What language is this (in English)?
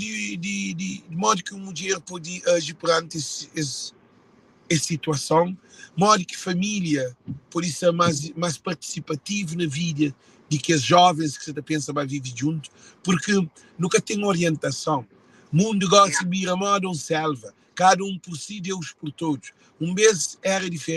Kabuverdianu